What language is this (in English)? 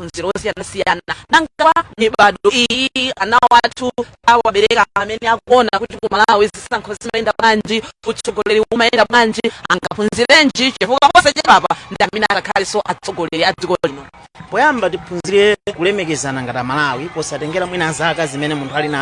Nyanja